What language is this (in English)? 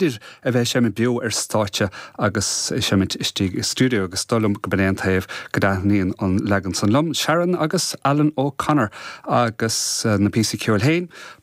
Irish